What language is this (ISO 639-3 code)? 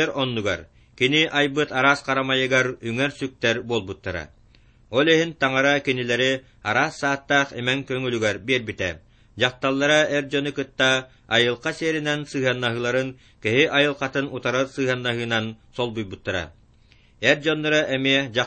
sah